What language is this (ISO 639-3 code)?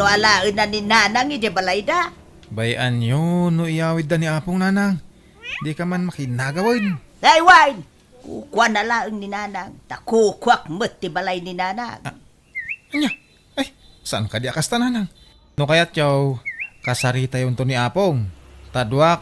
ilo